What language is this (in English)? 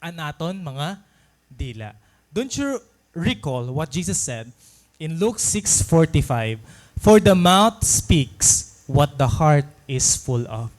Waray